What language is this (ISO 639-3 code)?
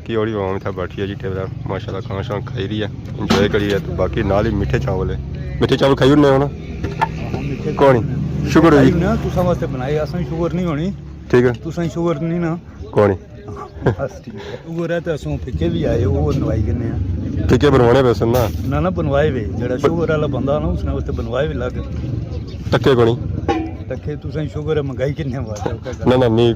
phr